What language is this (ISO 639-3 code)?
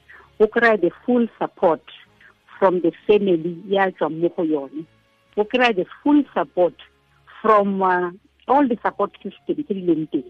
tsn